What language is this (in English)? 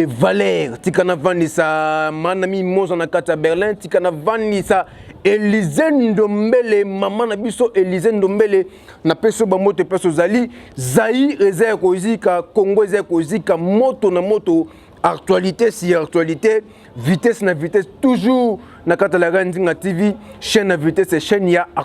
Lingala